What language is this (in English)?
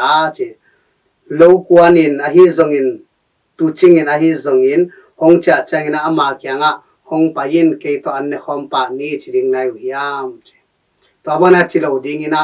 Tedim Chin